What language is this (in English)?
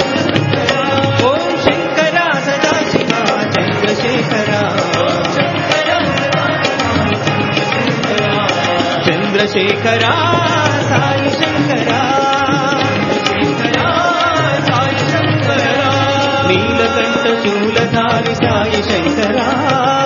Telugu